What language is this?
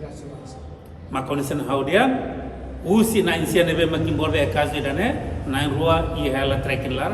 Tetum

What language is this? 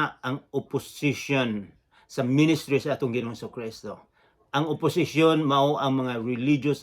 Cebuano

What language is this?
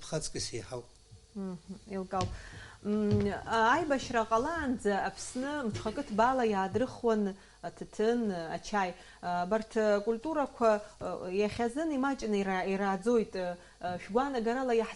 Abkhazian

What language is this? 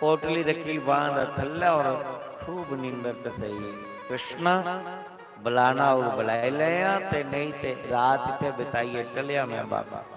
Dogri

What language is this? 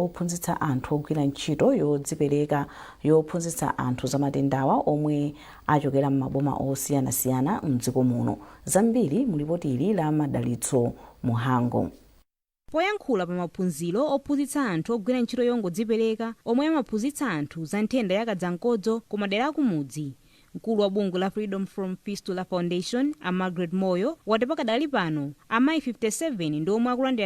Nyanja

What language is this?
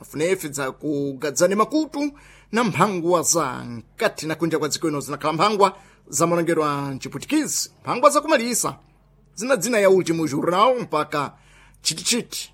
Sena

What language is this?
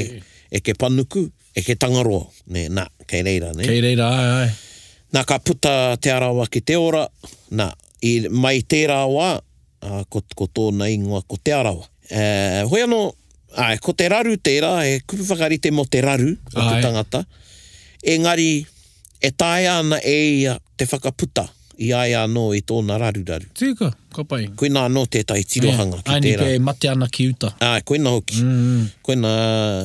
Māori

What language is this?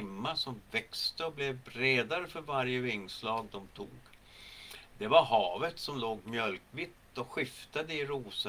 Swedish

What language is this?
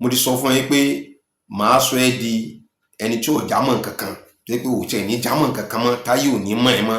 Yoruba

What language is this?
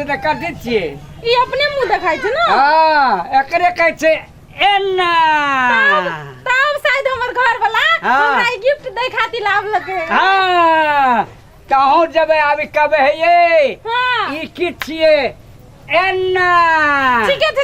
Maithili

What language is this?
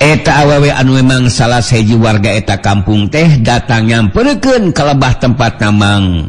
Sundanese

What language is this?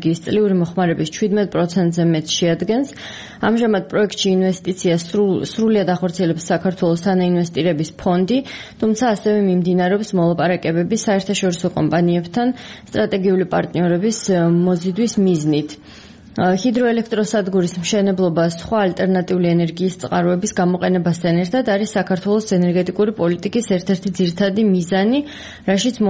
Georgian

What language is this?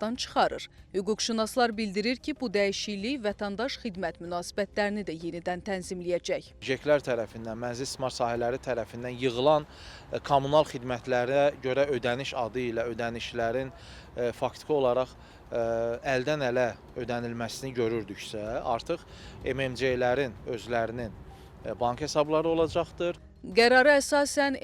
Azerbaijani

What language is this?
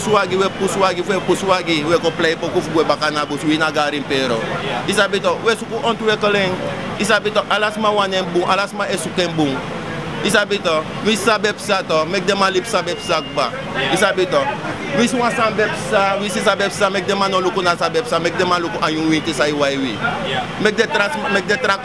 Sranan Tongo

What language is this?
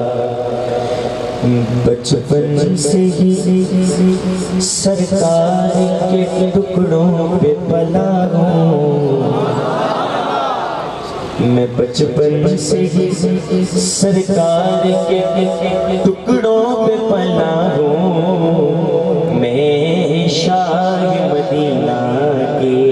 Urdu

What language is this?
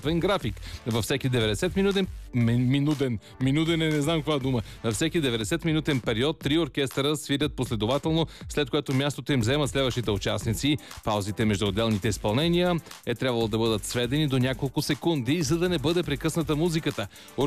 Bulgarian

